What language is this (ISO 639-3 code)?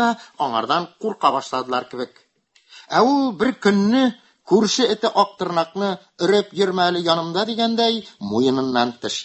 tat